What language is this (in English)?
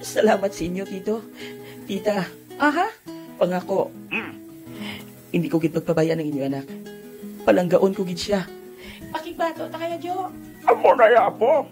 Hiligaynon